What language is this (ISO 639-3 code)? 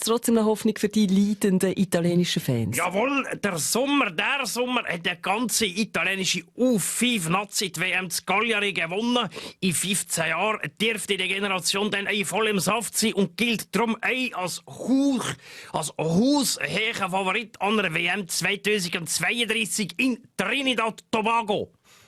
gsw